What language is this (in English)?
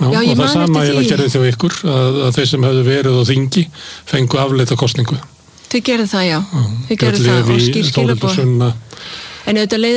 Icelandic